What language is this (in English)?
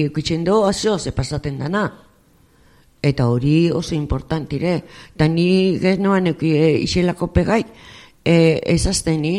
Basque